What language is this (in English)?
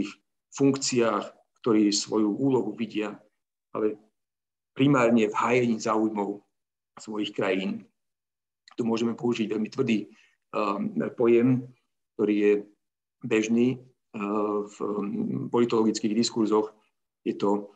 Slovak